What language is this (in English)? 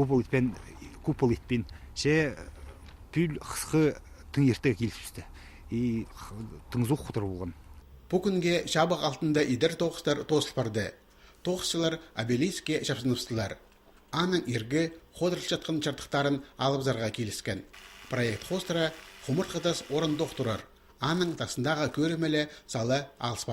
Khakas